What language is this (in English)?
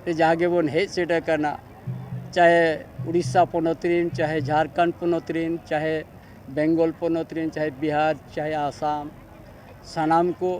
Santali